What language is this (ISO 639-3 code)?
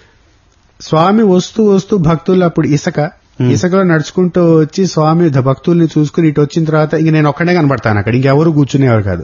tel